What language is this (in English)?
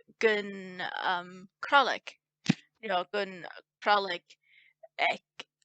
Scottish Gaelic